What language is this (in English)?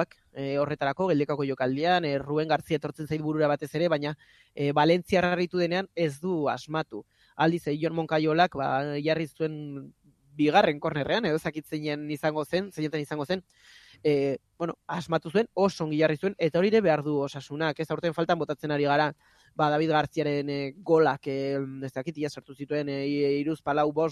Basque